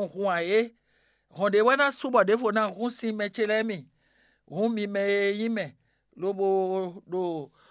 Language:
Fon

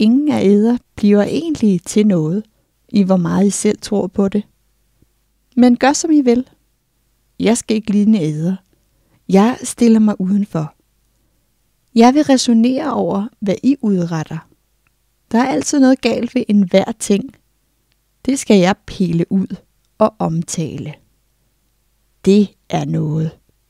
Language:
Danish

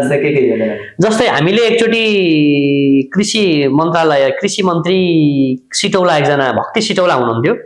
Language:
Nepali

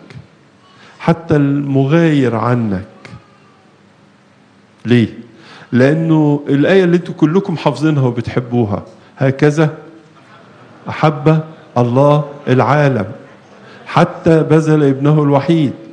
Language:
Egyptian Arabic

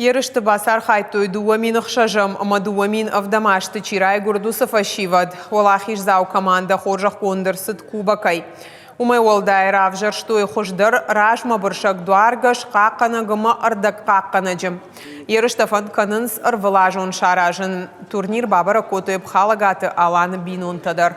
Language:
Ossetic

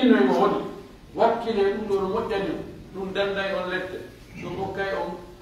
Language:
Pular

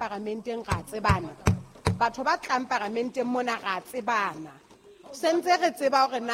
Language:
Southern Sotho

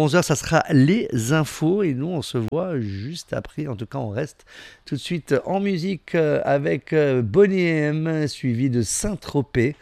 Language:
French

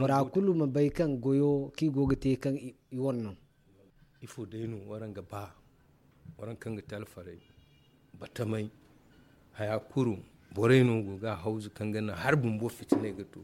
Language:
Zarma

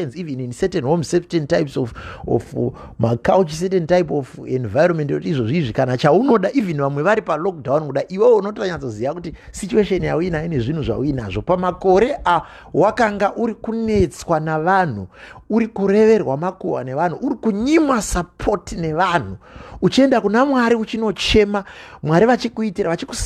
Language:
Shona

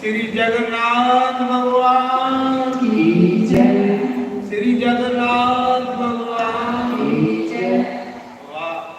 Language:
Dogri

